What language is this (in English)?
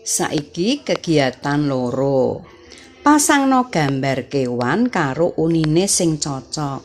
Javanese